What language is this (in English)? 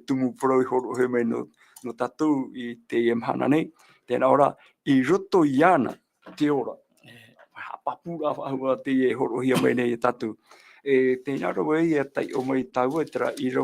Tahitian